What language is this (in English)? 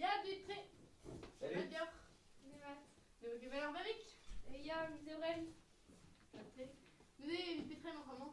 Breton